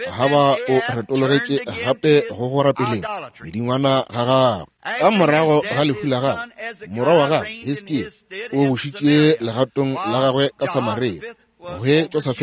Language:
Northern Sotho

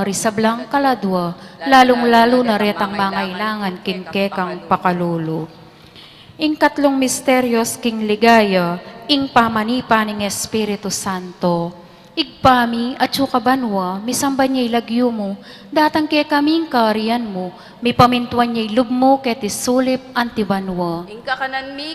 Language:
Pampanga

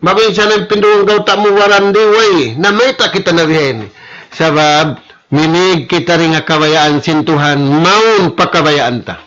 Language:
Tausug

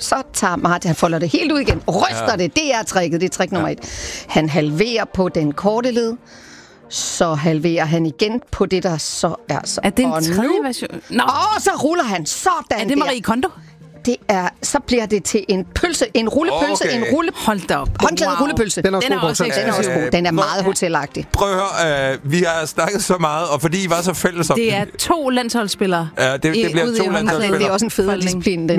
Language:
Danish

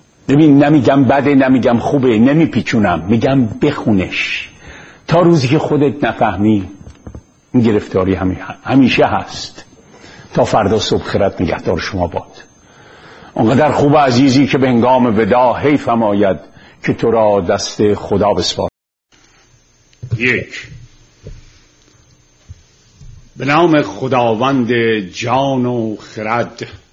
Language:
Persian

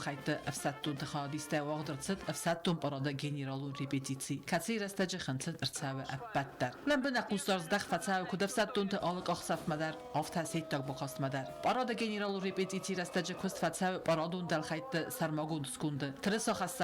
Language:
Ossetic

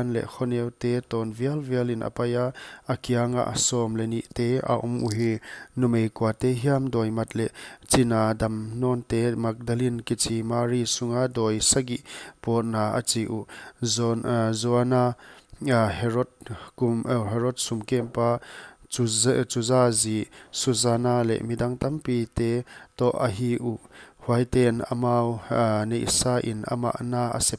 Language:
Paite Chin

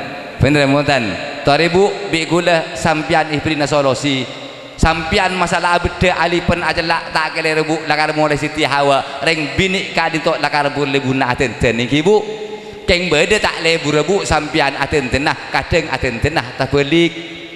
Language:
Madurese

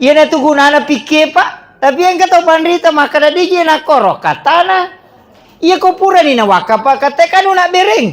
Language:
Buginese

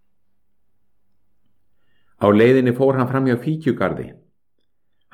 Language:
Icelandic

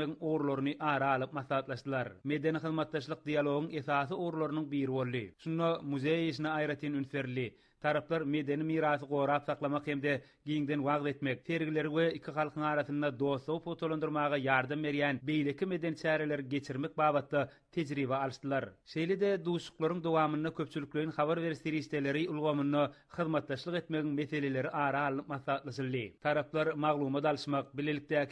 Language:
Turkmen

